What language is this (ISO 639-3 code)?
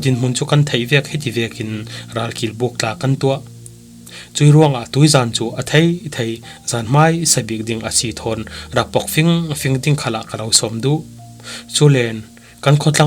cfm